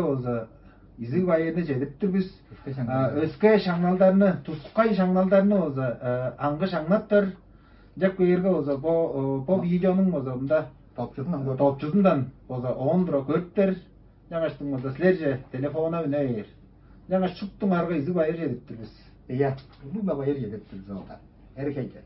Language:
Tuvinian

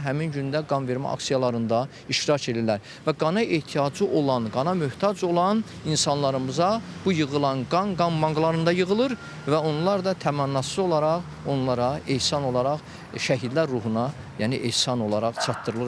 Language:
Azerbaijani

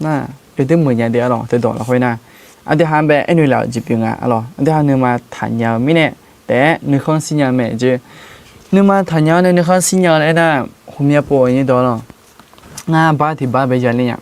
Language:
Akha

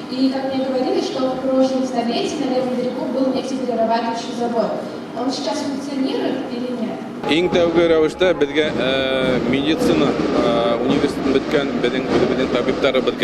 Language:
Bashkir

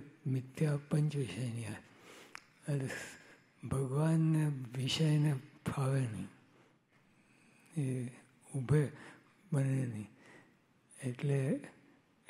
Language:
Gujarati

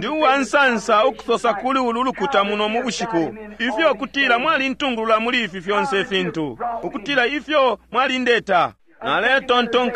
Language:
Bemba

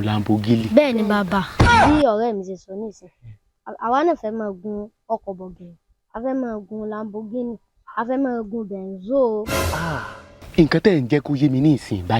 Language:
Yoruba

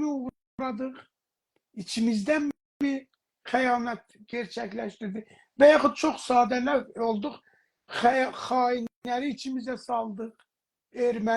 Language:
South Azerbaijani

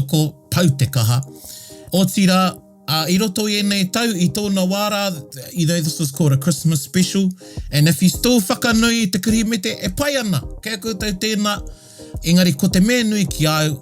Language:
Māori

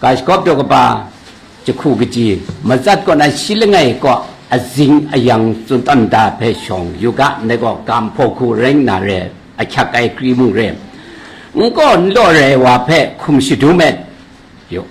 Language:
Kachin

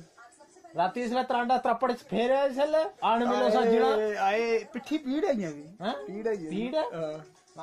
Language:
Dogri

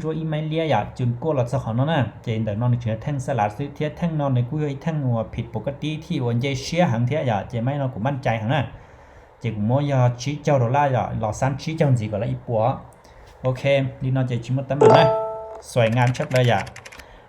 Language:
Hmong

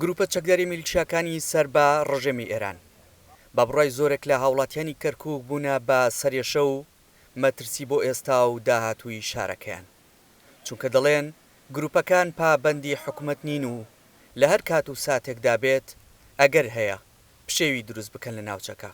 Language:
Central Kurdish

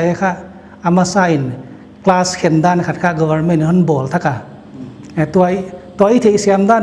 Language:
Paite Chin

